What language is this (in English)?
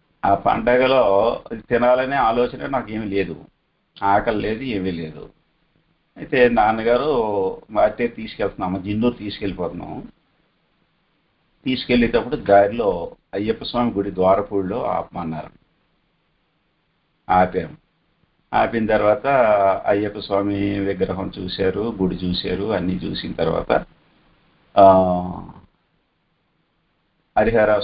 Telugu